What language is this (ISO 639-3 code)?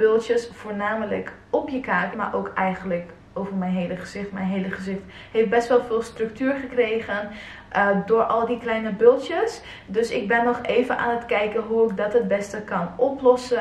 nld